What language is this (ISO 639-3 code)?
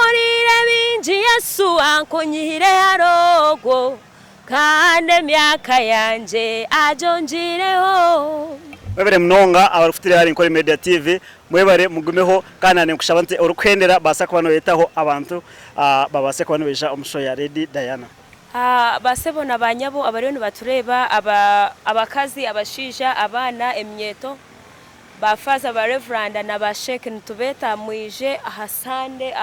nyn